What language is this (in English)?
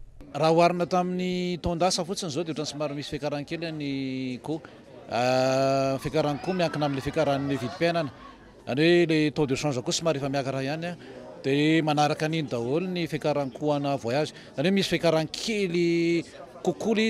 Malagasy